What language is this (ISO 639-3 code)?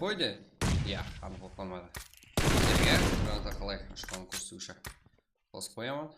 kaa